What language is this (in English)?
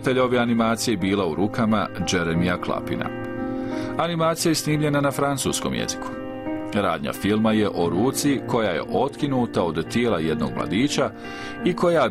Bosnian